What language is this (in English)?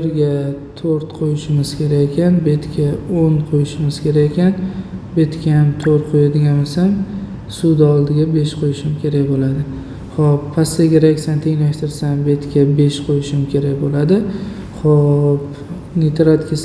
Uzbek